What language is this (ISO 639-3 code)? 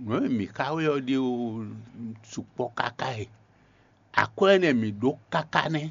fon